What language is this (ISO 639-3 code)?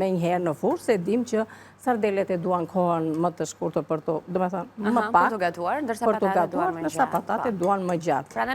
sqi